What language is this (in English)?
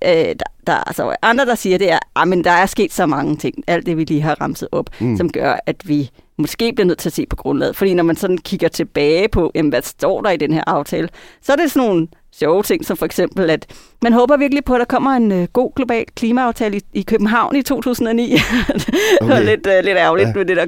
Danish